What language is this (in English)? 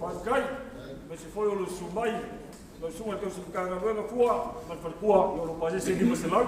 Samoan